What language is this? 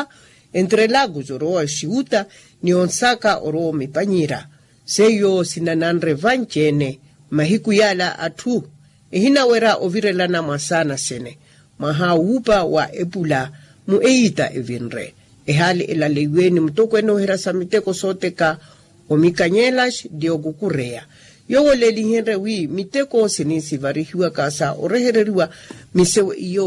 Makhuwa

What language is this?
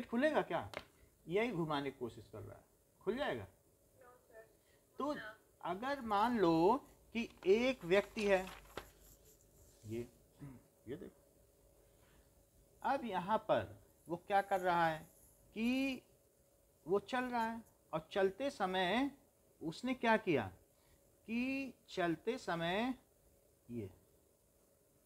Hindi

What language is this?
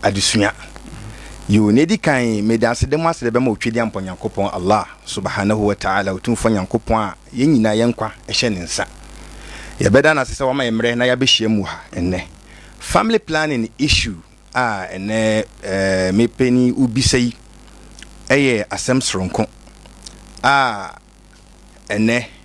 Akan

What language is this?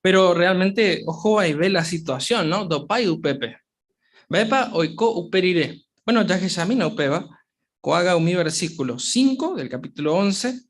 Guarani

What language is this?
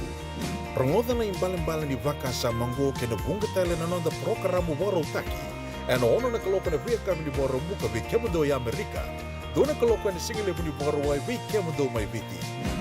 Fijian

